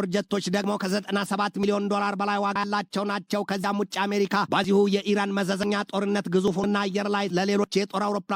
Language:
Amharic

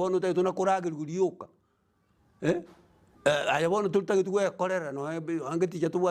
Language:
Gusii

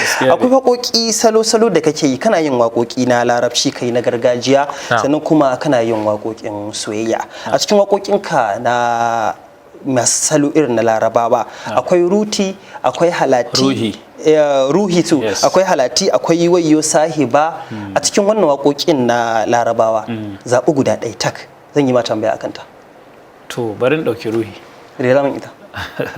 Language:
Hausa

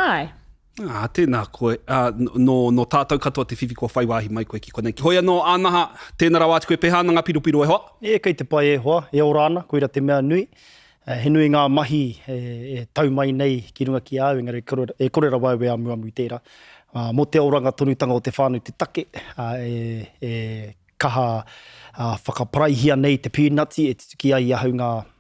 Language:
Māori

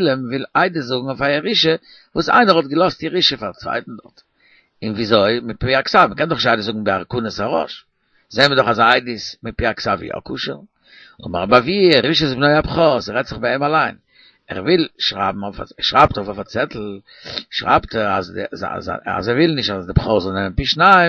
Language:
Yiddish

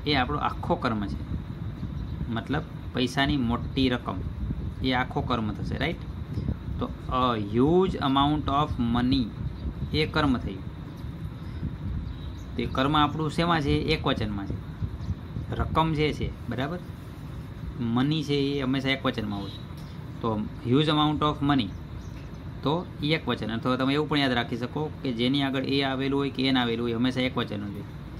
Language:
Gujarati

